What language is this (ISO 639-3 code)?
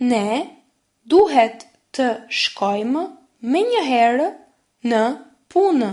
sqi